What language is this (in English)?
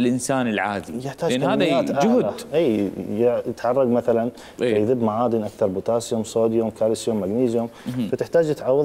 Mesopotamian Arabic